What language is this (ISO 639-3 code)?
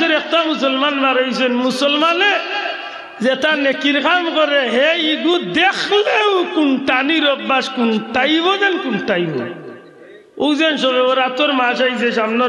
syl